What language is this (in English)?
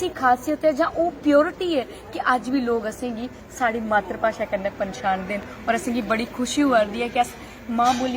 Dogri